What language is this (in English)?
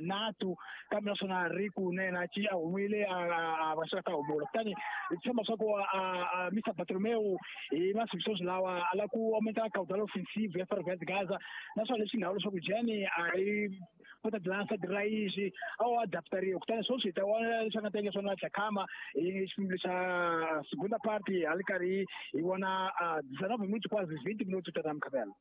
Tsonga